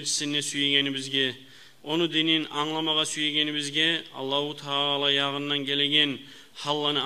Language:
Kumyk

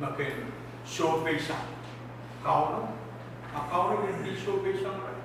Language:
Pohnpeian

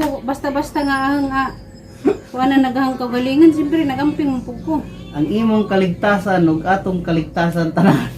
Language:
Cebuano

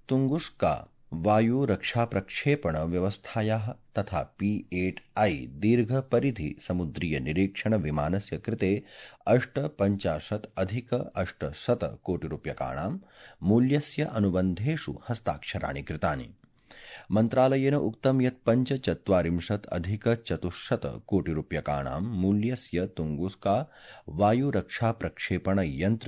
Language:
Sanskrit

